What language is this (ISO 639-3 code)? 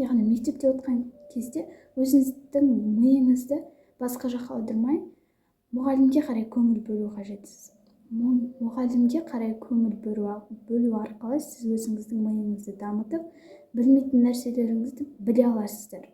kaz